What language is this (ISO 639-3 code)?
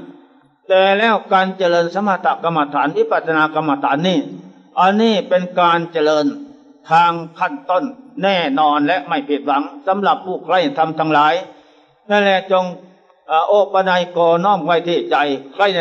tha